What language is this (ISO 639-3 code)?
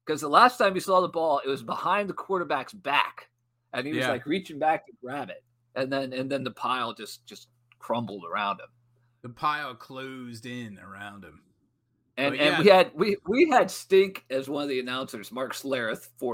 eng